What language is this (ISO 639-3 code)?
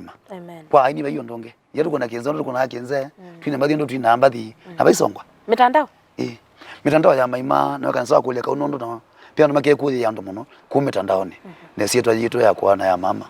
kam